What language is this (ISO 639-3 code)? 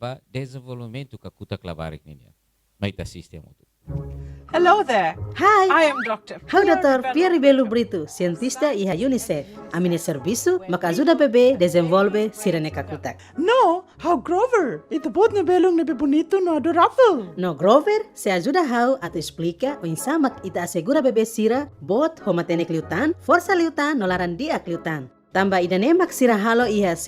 tet